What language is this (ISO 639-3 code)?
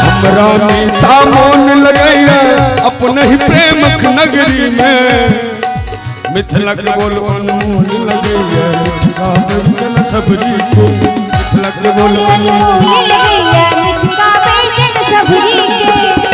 mai